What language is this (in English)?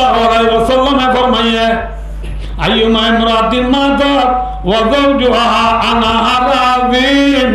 Rohingya